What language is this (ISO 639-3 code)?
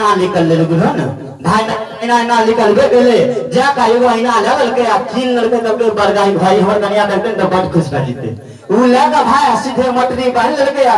mai